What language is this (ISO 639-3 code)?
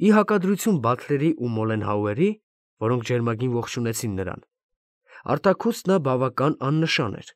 hye